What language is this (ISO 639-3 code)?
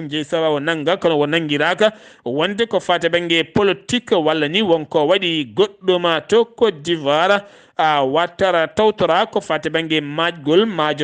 ful